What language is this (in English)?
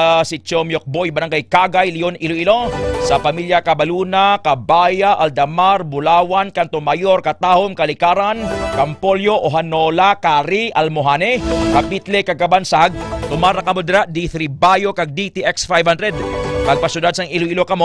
Hiligaynon